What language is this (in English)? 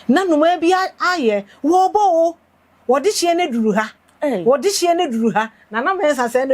Akan